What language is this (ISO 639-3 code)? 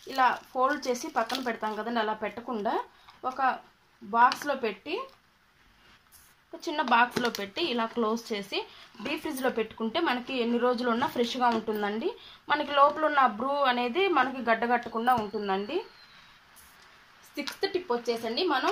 tel